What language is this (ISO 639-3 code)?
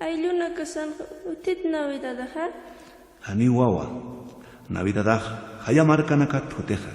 aym